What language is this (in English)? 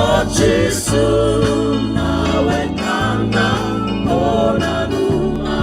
Fijian